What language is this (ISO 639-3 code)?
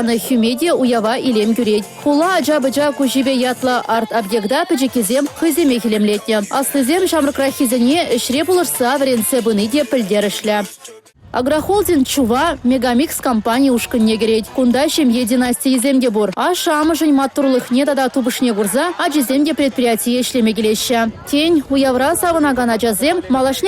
chv